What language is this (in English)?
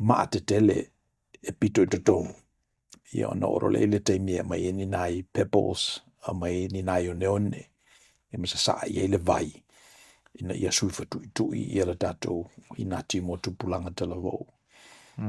Samoan